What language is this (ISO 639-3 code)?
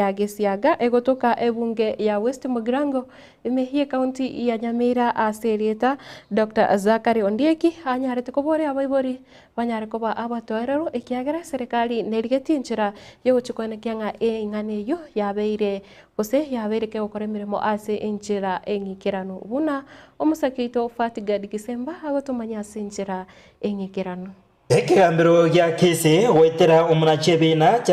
guz